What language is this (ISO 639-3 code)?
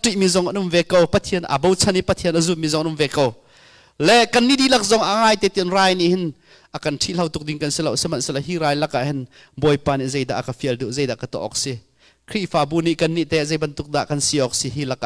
cnh